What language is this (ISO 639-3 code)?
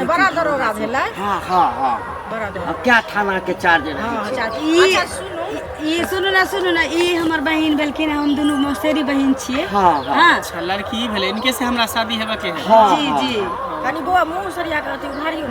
mai